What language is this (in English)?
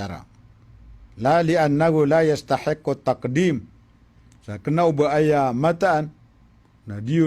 Maranao